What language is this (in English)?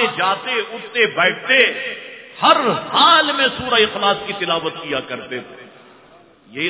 Urdu